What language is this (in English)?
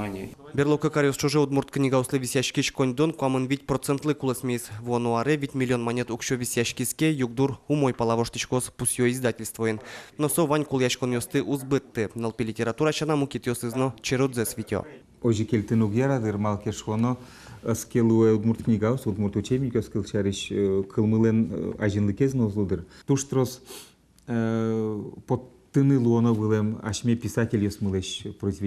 Udmurt